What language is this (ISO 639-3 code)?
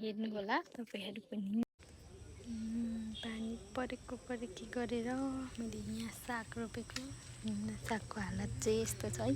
nep